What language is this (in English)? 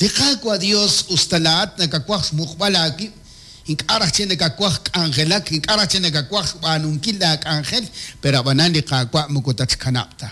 Kekchí